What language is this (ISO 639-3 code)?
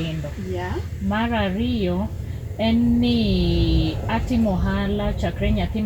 luo